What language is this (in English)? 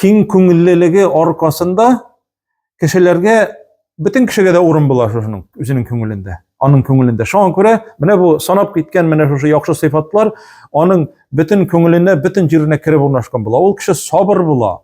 Tatar